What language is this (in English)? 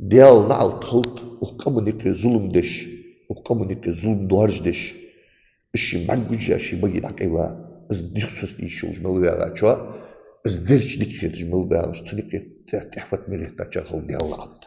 Ingush